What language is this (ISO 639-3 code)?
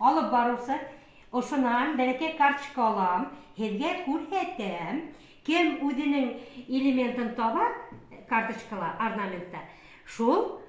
bak